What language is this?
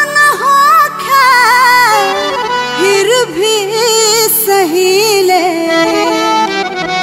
Bhojpuri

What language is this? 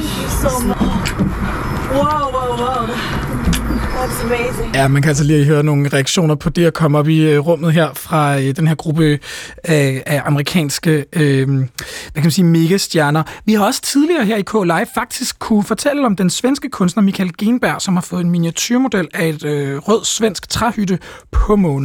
Danish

